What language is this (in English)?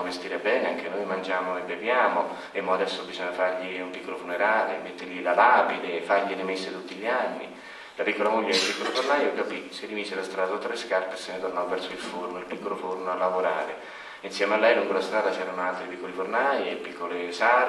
Italian